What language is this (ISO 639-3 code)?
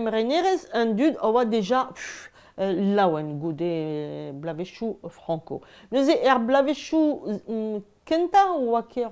bre